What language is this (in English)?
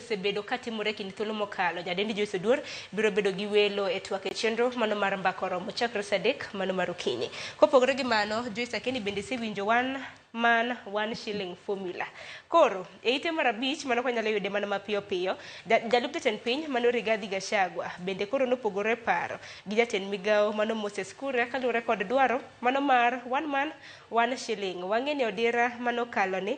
Luo (Kenya and Tanzania)